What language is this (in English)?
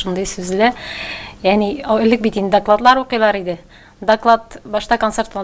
Tatar